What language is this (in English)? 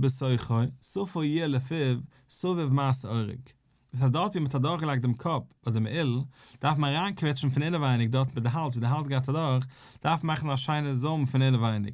Yiddish